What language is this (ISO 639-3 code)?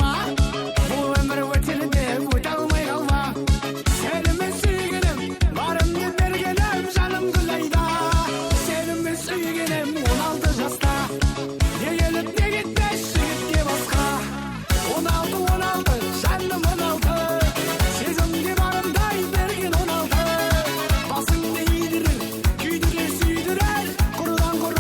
kaa